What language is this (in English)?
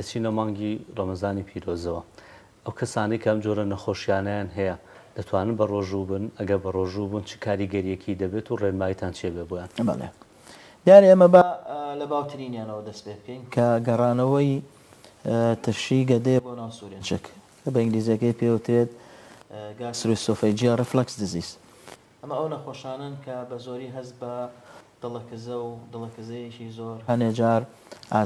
Central Kurdish